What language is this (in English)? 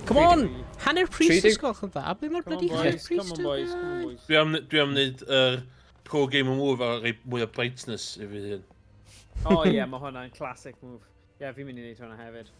Welsh